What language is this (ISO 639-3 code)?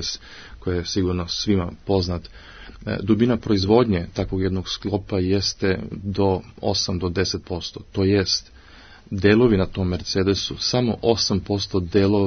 srp